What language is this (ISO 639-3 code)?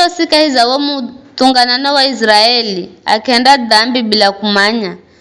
nyf